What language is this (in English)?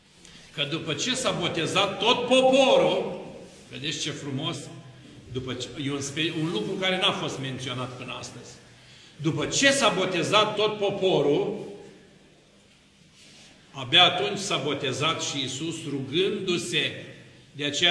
Romanian